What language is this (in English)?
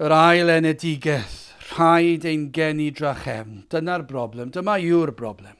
Welsh